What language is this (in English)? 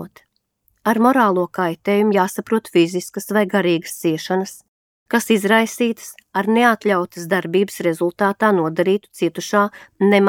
Latvian